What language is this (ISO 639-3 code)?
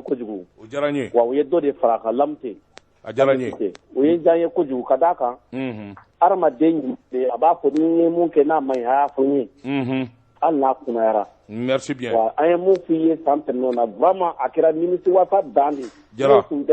bam